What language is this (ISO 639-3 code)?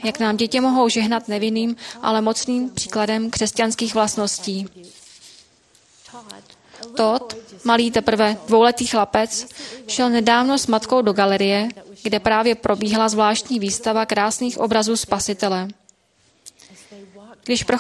ces